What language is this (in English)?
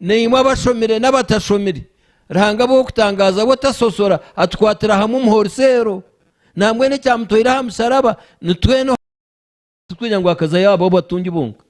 Nyankole